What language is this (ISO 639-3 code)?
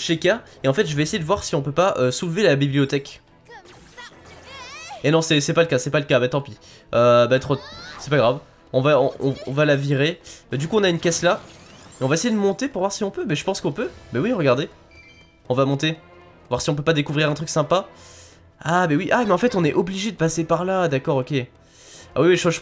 fra